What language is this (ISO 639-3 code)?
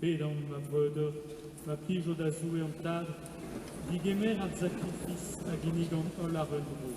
bre